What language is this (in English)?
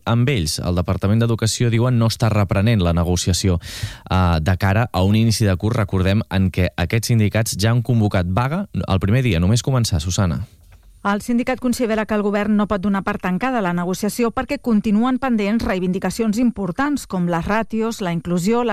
Catalan